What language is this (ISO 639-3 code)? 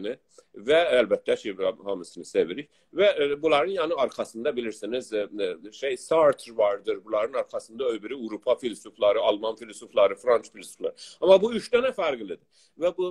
azb